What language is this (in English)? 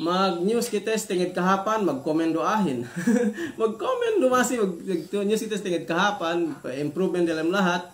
Yakan